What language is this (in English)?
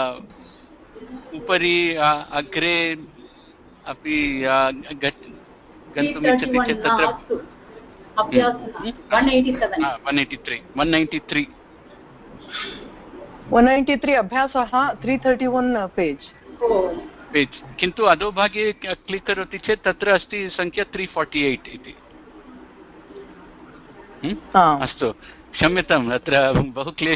Sanskrit